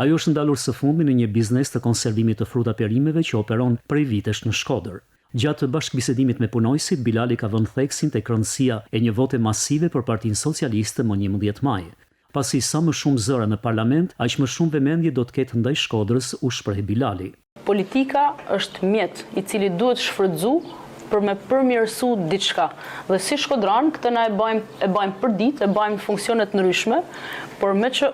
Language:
Albanian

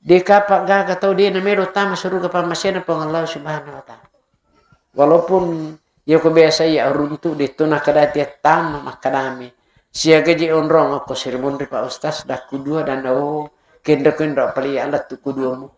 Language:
Buginese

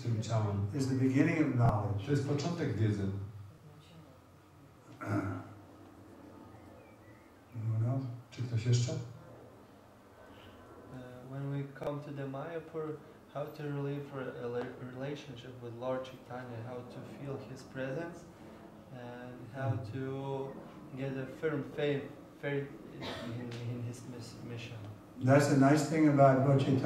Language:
Polish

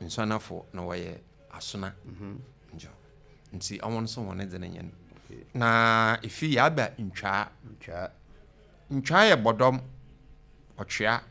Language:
Akan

